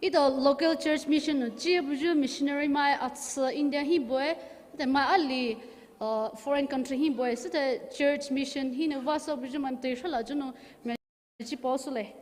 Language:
Poumei Naga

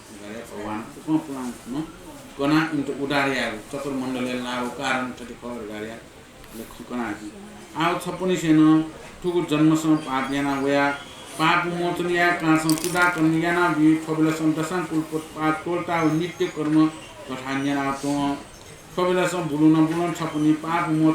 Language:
Newari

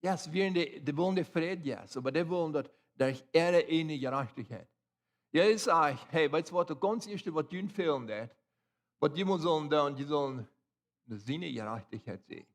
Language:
Plautdietsch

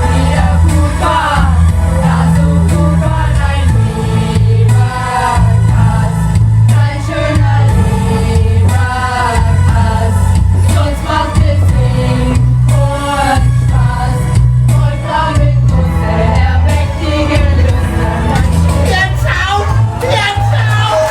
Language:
Bavarian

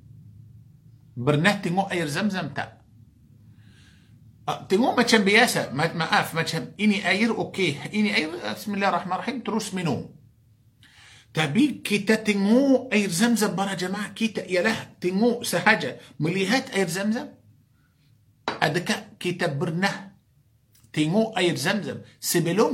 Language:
Malay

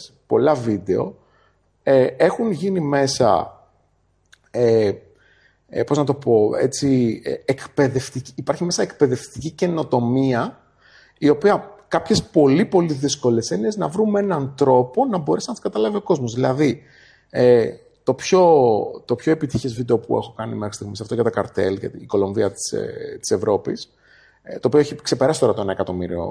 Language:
Greek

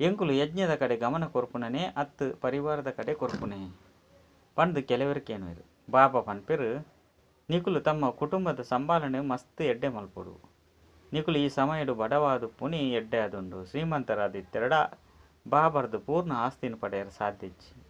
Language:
Tulu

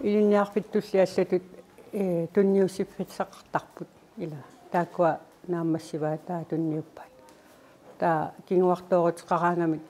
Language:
Kalaallisut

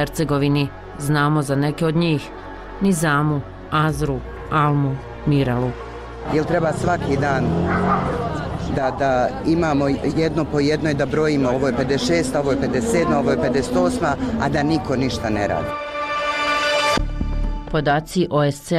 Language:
Bosnian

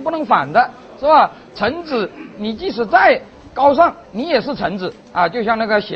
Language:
Chinese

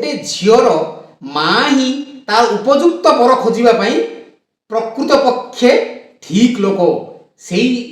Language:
Odia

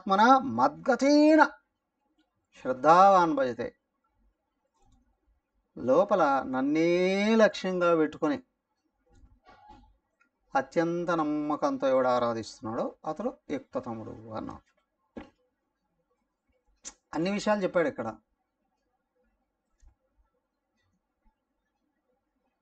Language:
Telugu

